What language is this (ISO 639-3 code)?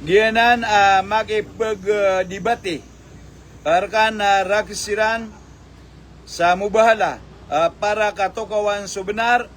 mrw